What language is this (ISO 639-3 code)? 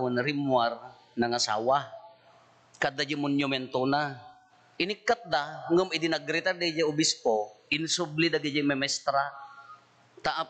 ilo